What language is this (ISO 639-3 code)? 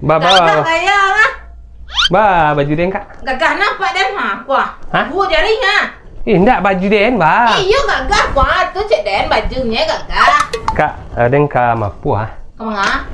min